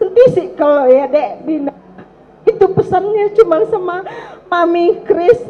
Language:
Batak Karo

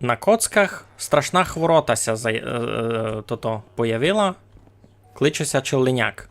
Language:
Rusyn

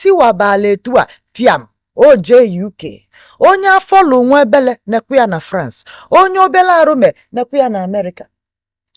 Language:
Igbo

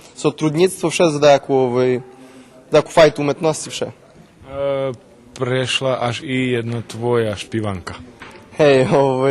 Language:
Rusyn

